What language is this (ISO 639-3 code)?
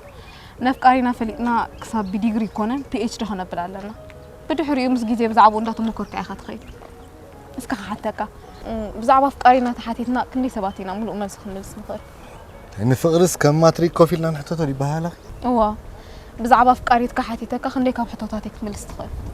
tir